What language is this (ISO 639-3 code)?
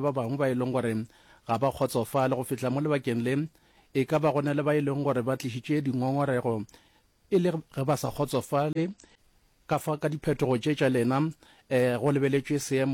nso